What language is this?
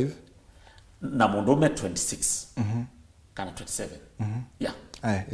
Kamba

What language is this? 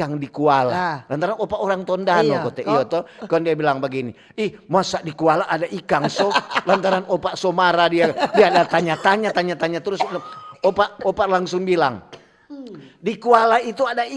Manado Malay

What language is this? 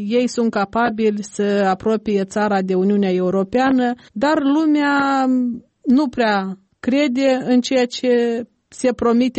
Romanian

